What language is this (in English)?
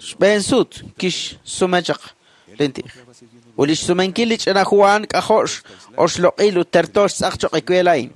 Kekchí